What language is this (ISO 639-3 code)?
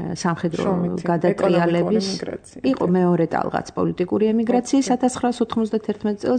kat